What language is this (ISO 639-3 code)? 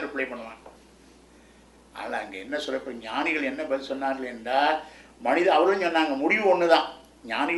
tam